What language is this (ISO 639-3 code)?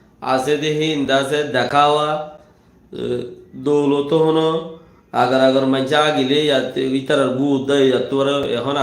rhg